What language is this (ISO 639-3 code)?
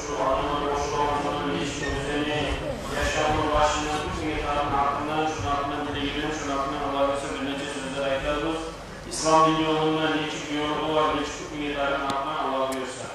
kum